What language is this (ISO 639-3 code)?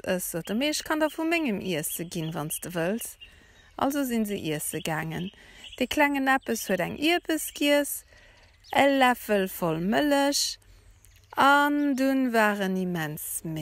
ltz